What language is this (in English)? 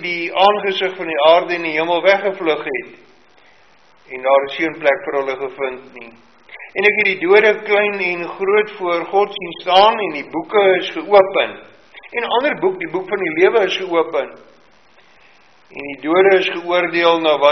Afrikaans